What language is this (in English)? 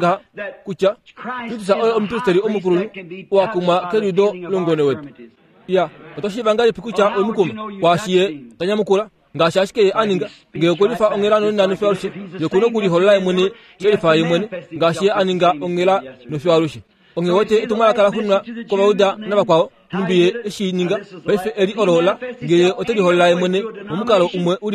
Kuanyama